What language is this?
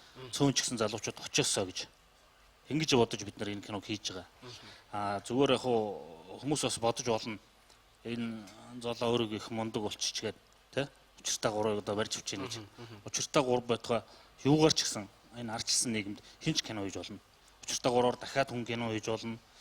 Mongolian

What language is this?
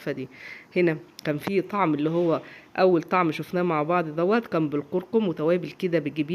Egyptian Arabic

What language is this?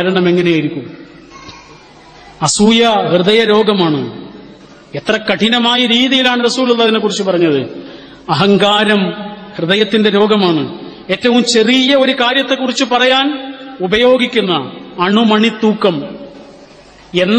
Malayalam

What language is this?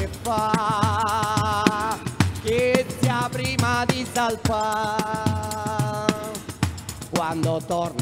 Italian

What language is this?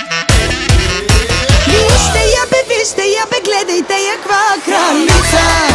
Bulgarian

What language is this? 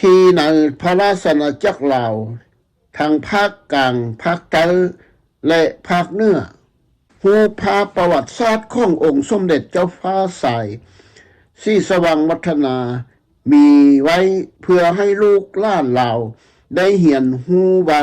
Lao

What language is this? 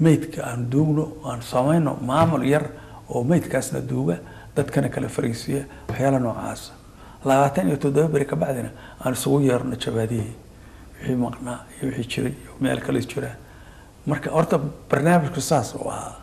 Somali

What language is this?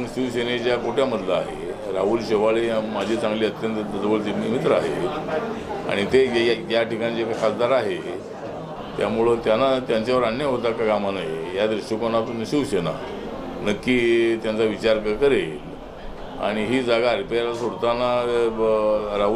Marathi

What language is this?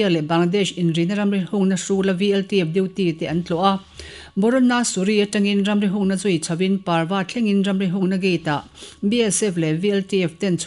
Mizo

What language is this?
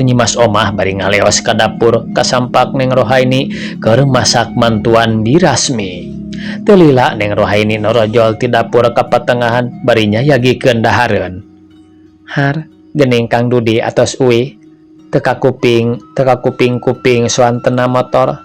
Sundanese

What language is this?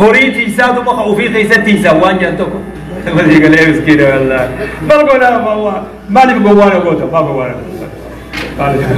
Oromo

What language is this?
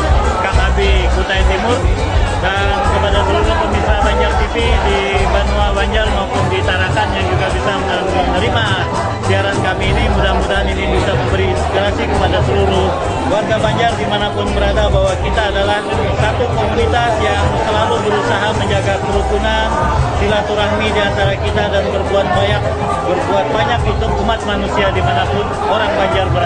Banjar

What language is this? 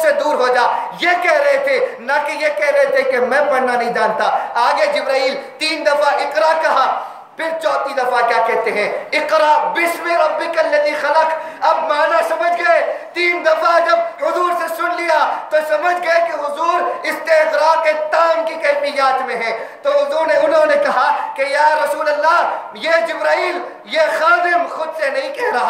Urdu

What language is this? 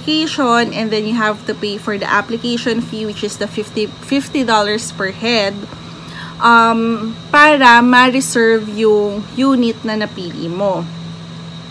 Filipino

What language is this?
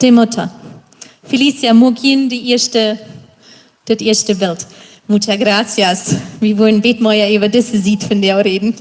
Plautdietsch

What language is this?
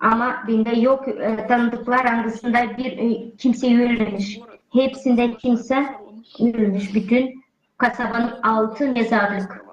Gagauz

